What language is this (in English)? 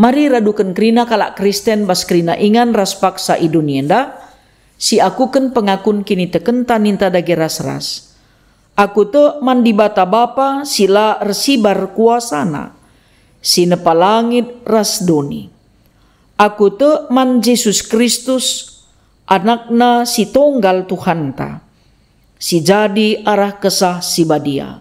Batak Karo